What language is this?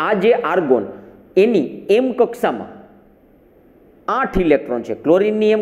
Gujarati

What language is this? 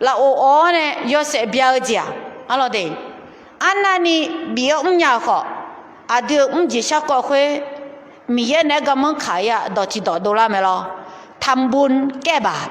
Akha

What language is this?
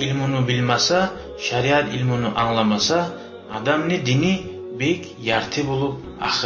Kumyk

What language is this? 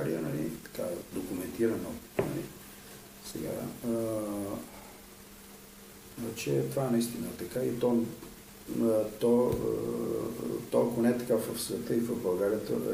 Bulgarian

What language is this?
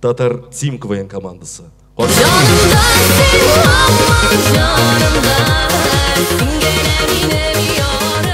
Tatar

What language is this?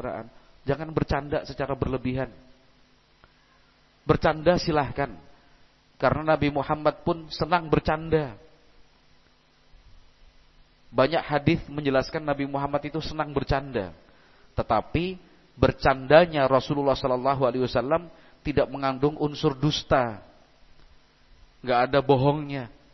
Indonesian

